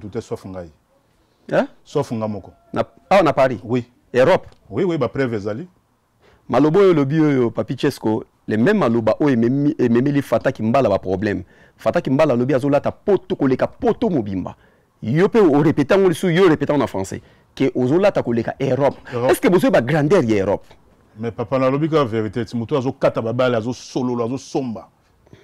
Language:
Lingala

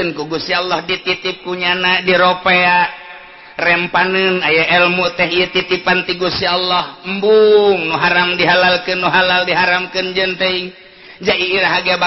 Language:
Sundanese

